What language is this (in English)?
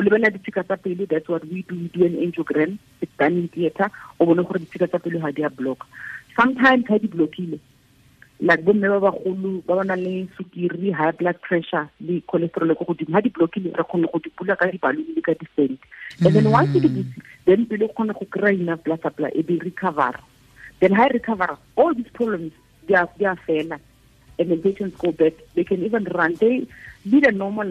Tswana